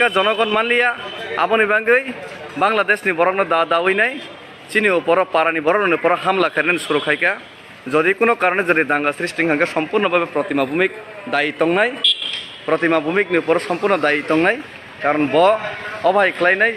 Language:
Kok Borok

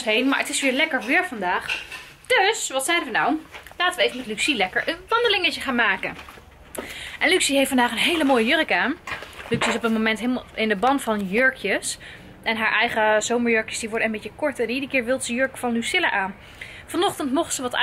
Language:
Dutch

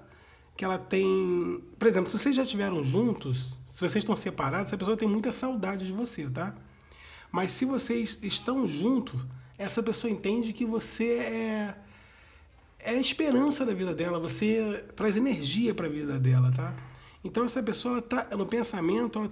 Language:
Portuguese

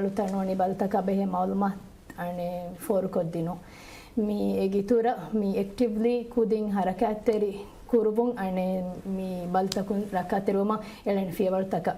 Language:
Divehi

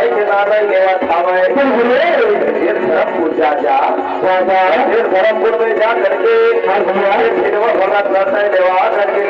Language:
Chhattisgarhi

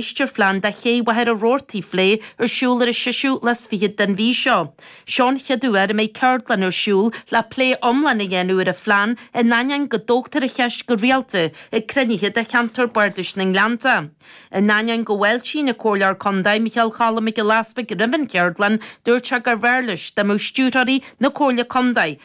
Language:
Irish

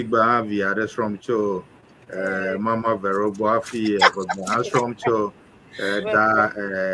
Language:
Ewe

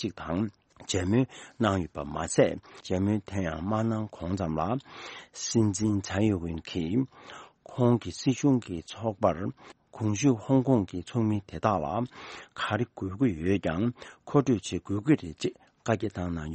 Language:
Tibetan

